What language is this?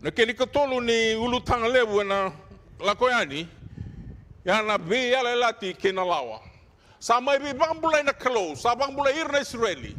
Fijian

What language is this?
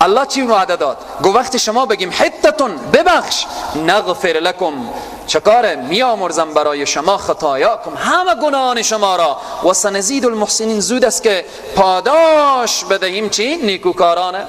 Persian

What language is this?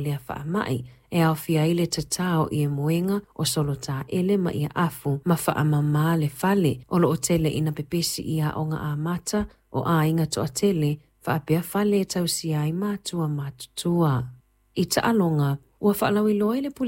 Samoan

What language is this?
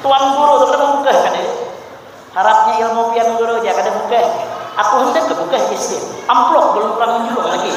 Banjar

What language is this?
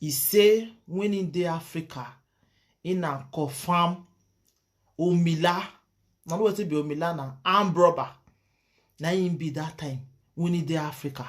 Nigerian Pidgin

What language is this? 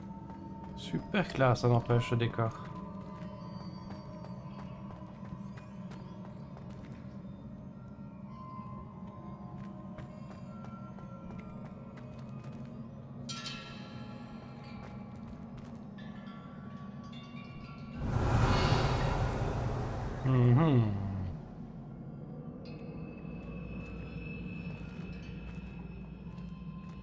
French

